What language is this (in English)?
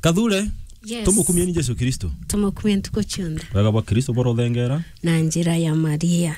Meru